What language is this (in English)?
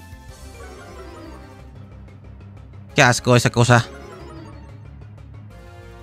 Spanish